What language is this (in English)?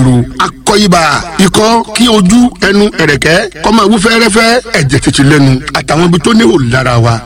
Yoruba